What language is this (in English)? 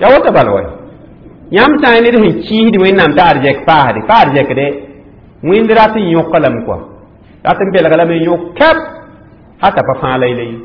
Mossi